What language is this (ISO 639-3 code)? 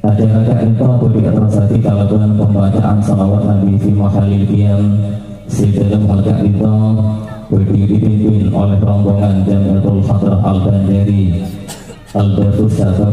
mad